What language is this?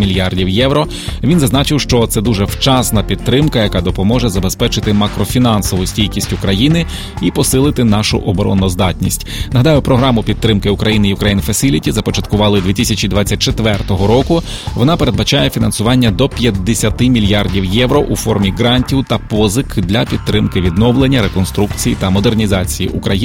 Ukrainian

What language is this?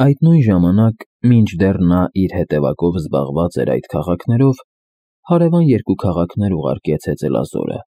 Armenian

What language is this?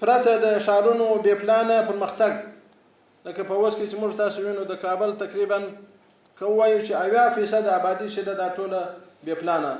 Pashto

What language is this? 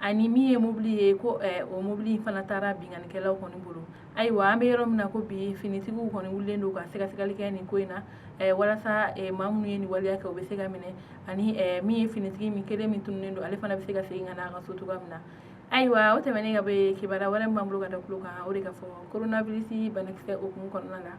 Bambara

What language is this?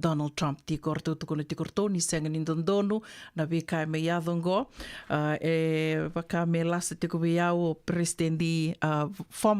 Fijian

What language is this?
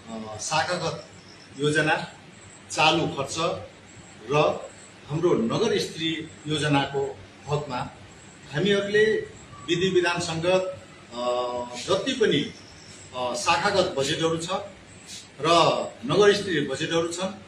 Nepali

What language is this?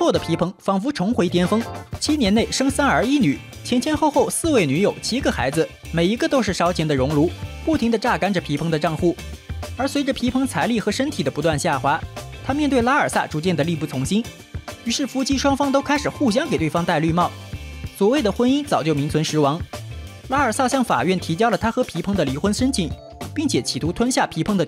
Chinese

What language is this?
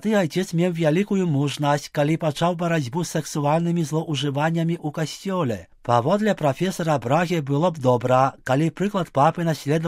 Belarusian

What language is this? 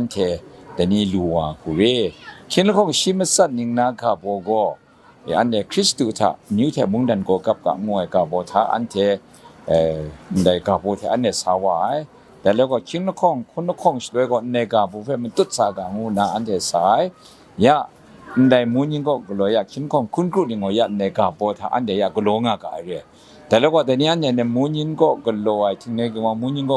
Kachin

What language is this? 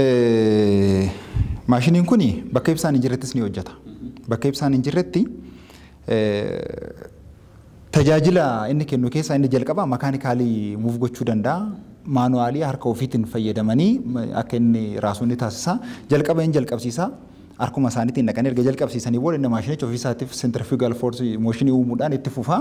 Oromo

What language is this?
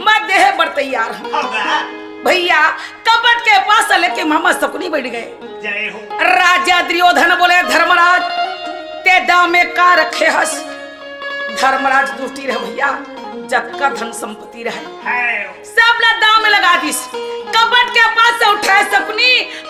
Chhattisgarhi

